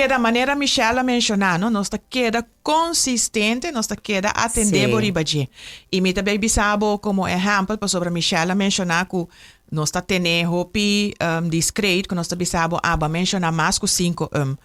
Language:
Papiamento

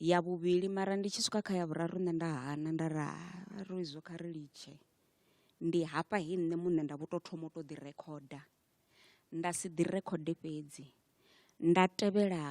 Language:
Venda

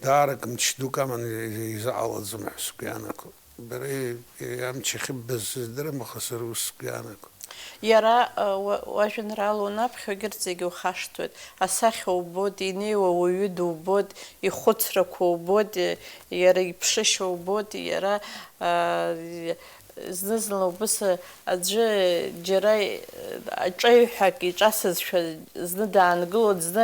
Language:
Abkhazian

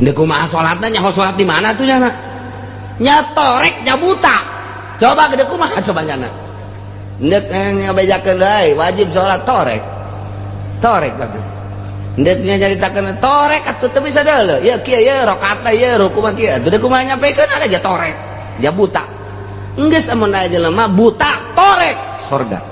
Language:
Sundanese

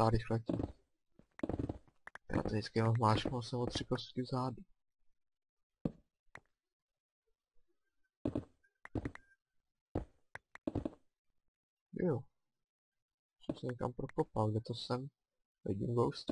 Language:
Czech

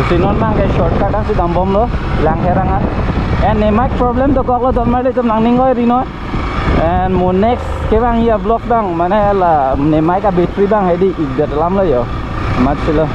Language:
Karbi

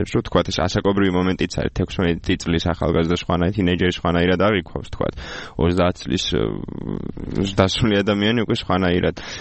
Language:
Georgian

